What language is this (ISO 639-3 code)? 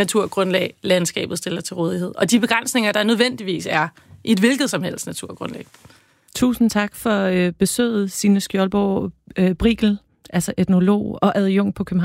dan